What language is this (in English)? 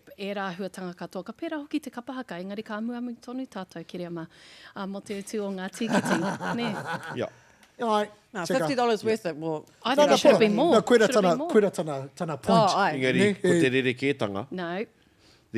Māori